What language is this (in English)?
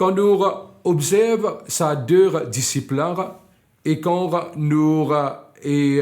Morisyen